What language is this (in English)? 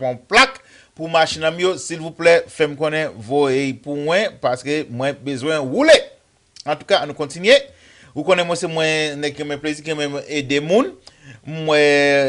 Haitian Creole